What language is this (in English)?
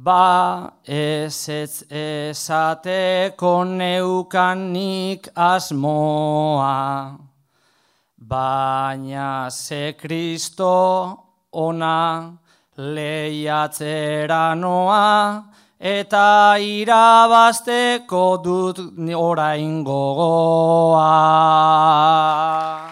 Basque